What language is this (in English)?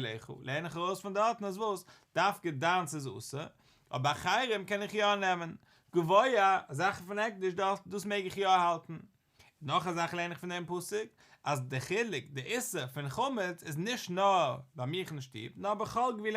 Yiddish